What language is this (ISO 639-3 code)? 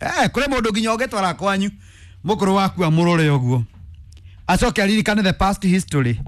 kik